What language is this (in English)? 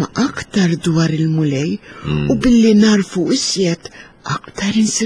Maltese